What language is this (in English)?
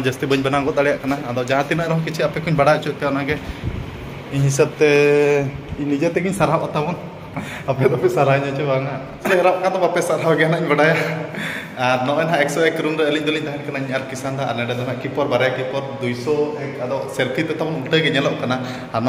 Santali